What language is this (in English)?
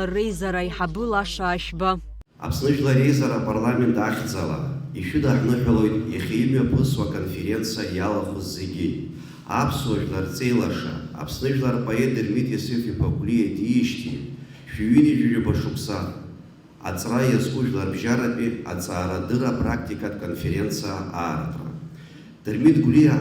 Abkhazian